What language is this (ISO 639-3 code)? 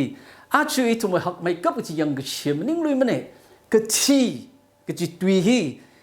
nmf